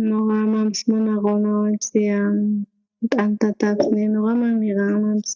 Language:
South Bolivian Quechua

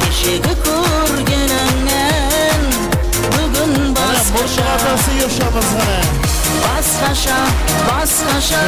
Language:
Kara-Kalpak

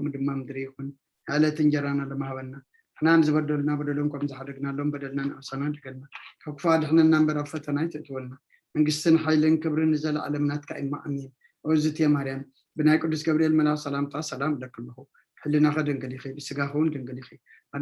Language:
Tigrinya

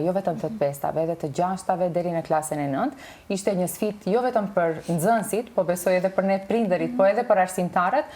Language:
Albanian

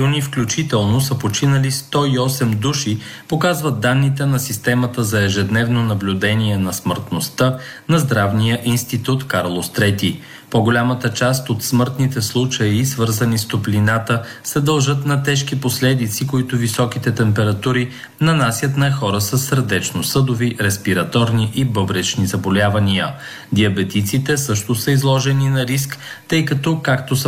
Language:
Bulgarian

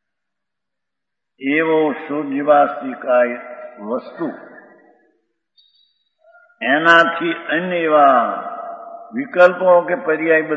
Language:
Gujarati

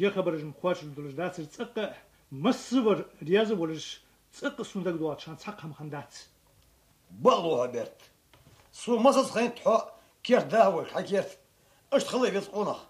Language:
Ingush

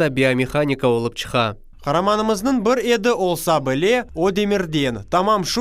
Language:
Crimean Tatar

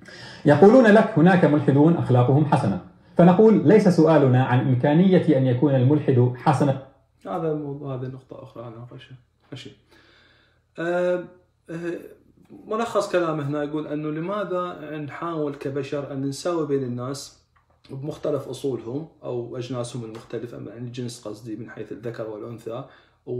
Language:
Arabic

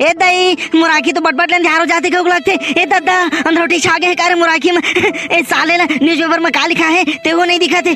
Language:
Chhattisgarhi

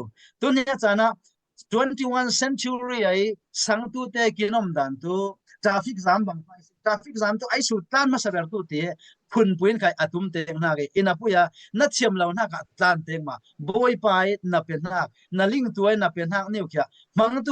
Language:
Falam Chin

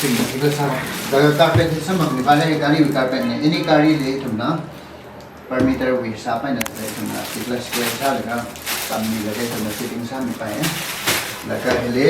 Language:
Tangkhul Naga (India)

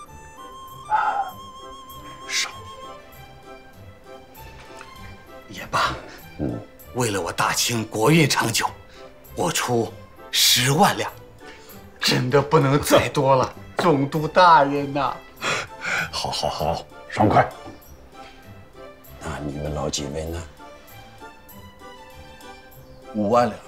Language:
Chinese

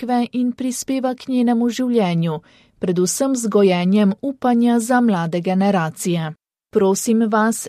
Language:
Slovenian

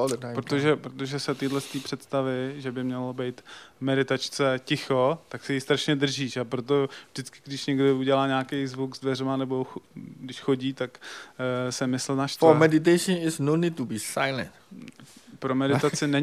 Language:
Czech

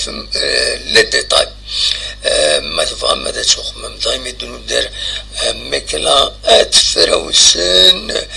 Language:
Kabyle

